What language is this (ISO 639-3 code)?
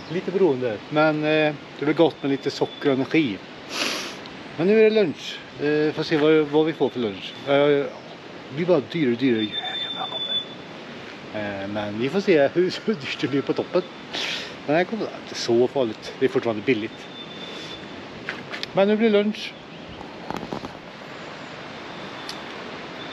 swe